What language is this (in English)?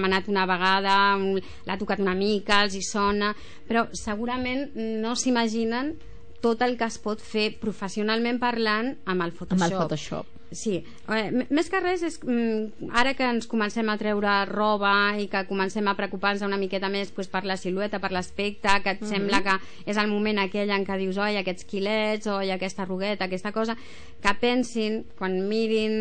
Catalan